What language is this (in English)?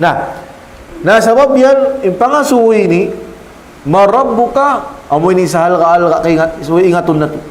Tausug